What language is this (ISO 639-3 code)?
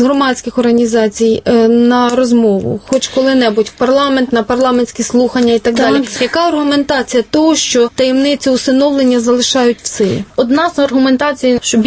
ukr